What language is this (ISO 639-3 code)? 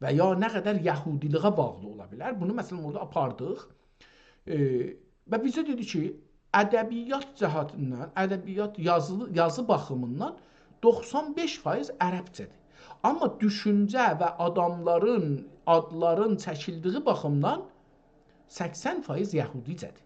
azb